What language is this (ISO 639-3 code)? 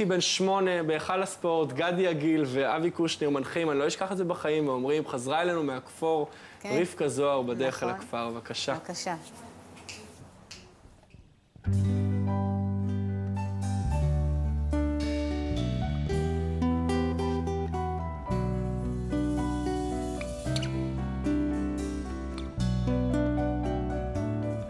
heb